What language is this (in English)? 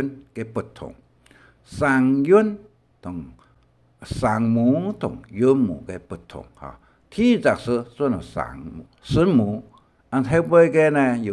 Hakka Chinese